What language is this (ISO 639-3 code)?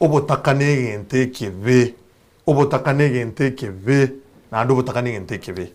guz